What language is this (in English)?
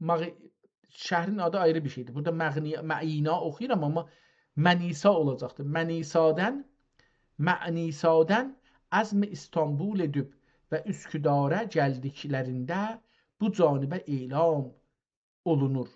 South Azerbaijani